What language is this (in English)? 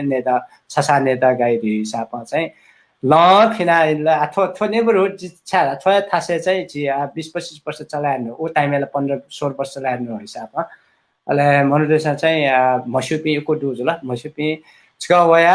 Newari